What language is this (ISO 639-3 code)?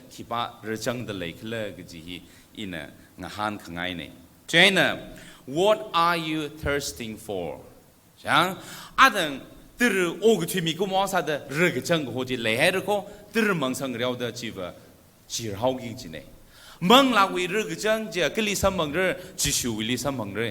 nmf